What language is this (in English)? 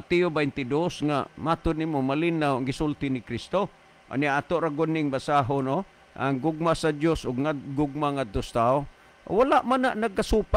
Cebuano